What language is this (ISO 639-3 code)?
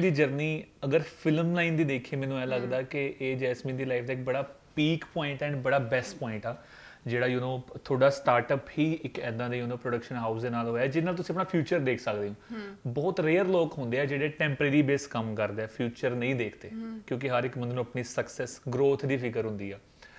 pan